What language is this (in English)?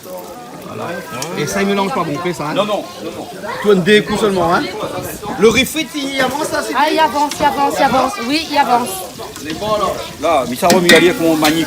Réunion Creole French